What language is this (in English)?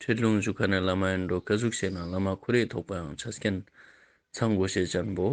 Ladakhi